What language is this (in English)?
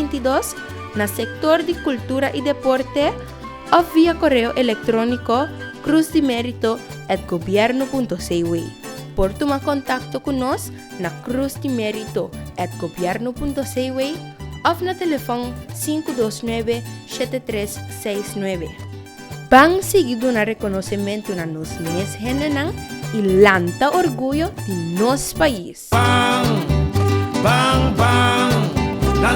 Papiamento